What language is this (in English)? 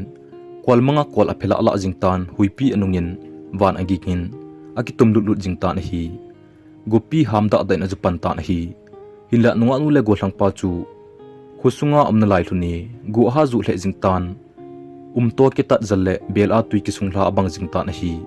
Thado Chin